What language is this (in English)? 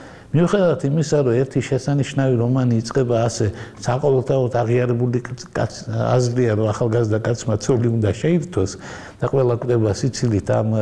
Georgian